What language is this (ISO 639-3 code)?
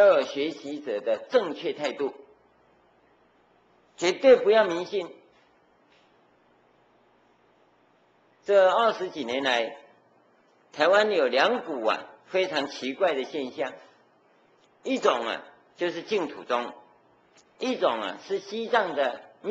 zho